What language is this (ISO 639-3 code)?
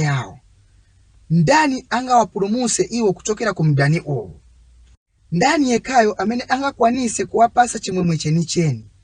nya